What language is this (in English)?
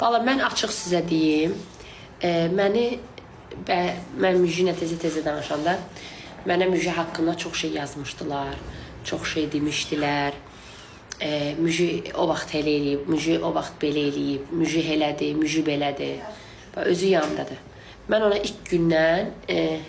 Azerbaijani